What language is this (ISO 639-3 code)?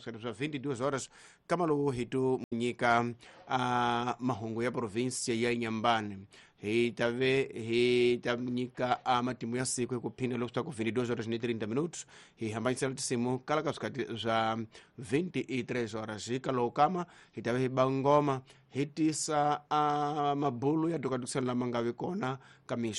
tso